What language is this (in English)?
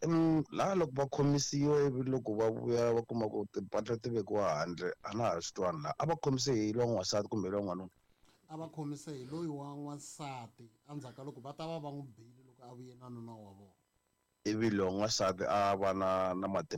Tsonga